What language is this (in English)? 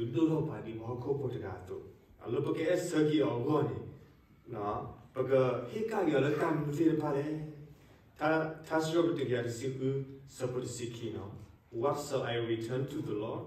S'gaw Karen